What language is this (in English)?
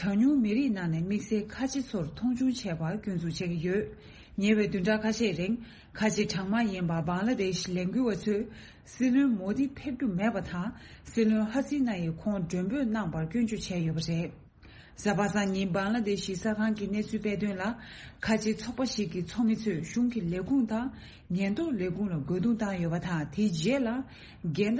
Tibetan